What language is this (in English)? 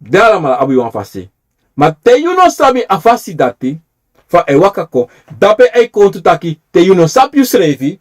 Sranan Tongo